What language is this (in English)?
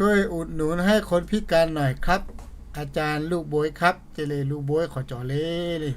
Lahu